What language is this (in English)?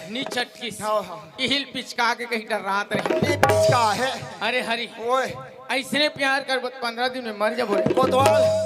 Chhattisgarhi